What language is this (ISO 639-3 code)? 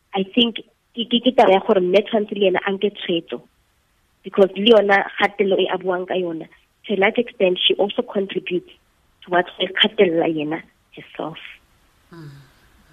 tsn